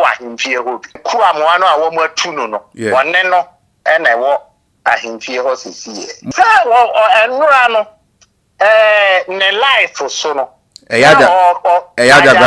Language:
Akan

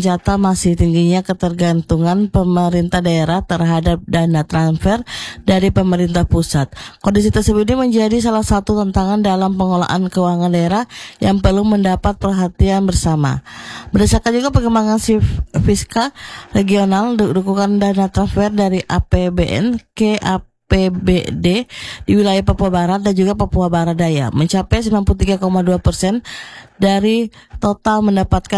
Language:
Indonesian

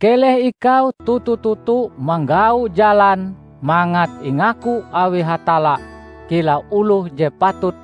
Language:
Ngaju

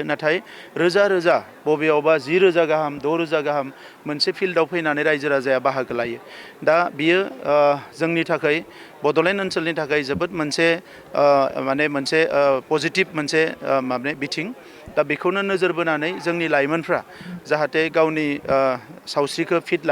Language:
Bodo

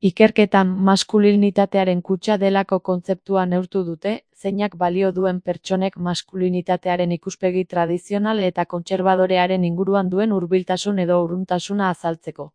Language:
Basque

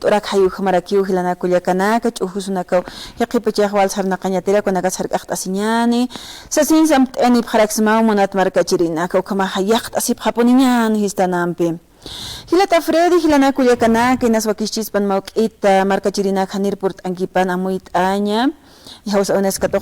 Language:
Aymara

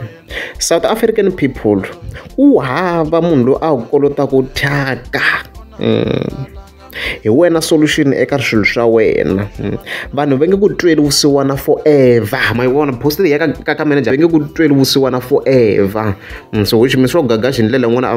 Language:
Tsonga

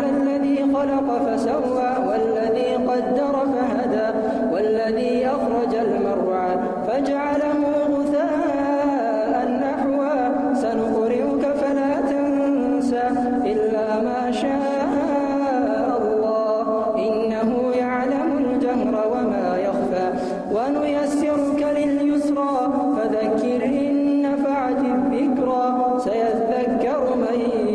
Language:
Arabic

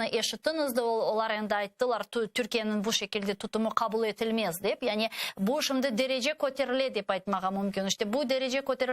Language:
Crimean Tatar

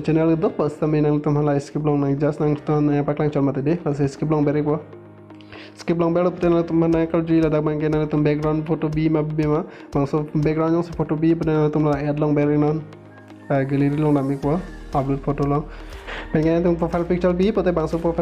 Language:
Karbi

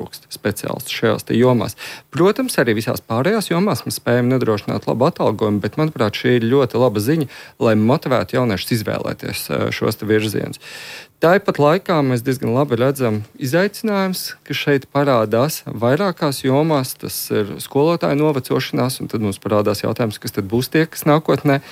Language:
Latvian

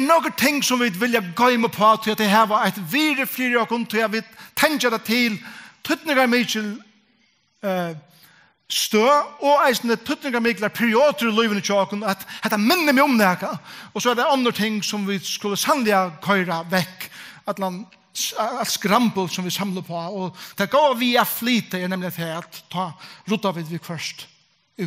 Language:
Faroese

